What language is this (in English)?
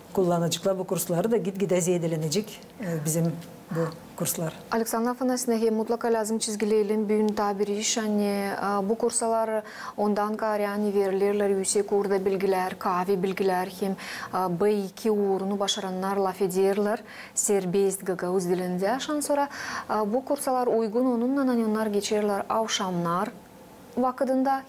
Gagauz